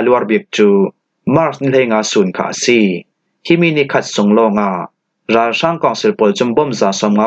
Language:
Falam Chin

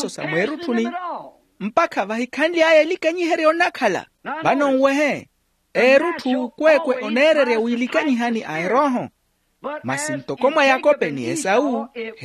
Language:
Makhuwa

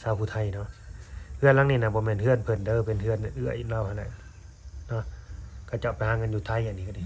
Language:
Lao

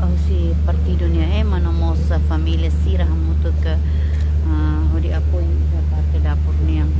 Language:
Tetum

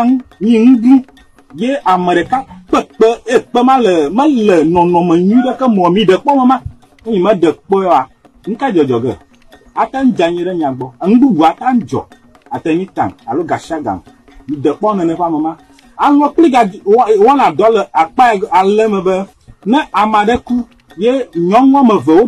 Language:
Ewe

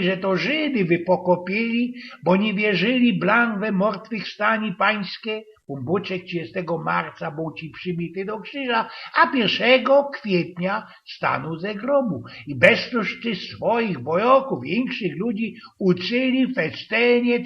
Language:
Silesian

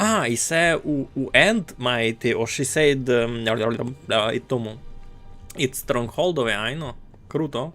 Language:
Rusyn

